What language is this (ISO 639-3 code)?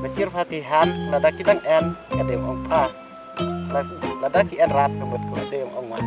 kha